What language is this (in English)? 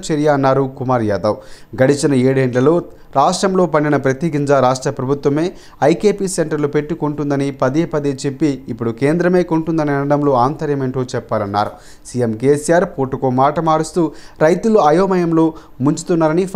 Telugu